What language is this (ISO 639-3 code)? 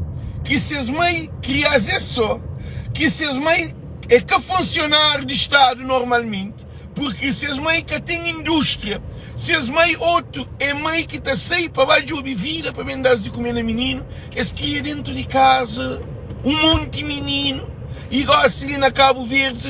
kea